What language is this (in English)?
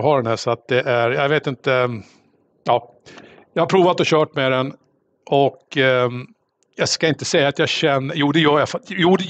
Swedish